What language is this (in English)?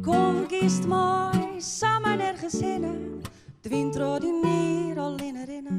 Western Frisian